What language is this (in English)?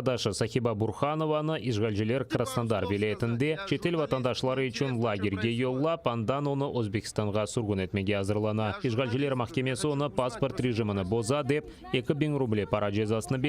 Crimean Tatar